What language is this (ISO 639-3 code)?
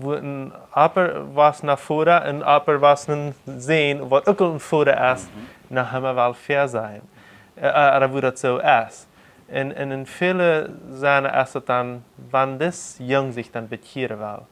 pdt